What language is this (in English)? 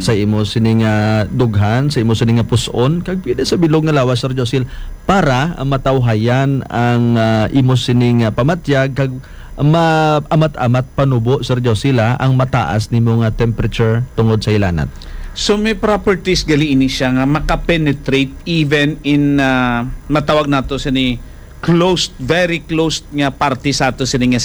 Hiligaynon